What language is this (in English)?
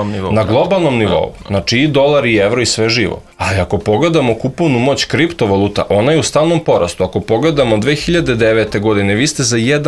Serbian